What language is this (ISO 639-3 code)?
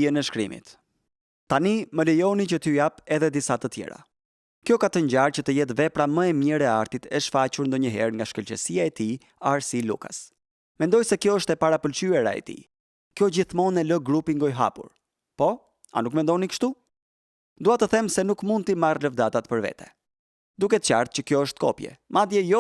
sqi